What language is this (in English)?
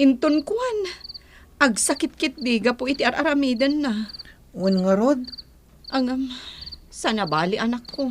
Iloko